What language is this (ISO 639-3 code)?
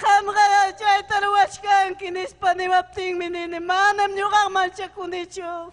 quy